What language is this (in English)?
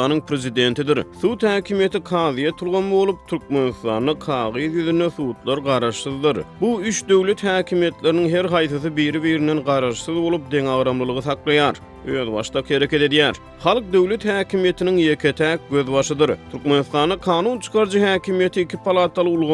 Turkmen